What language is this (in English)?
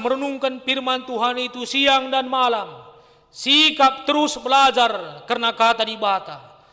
Batak Karo